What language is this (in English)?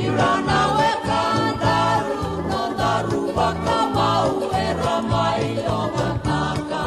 Fijian